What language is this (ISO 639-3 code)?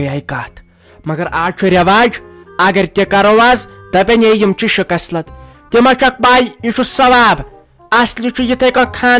kas